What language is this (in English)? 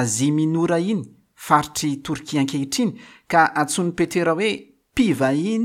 Malagasy